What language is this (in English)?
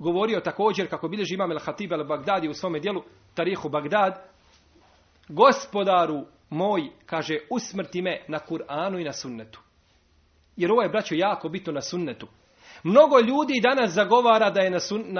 Bosnian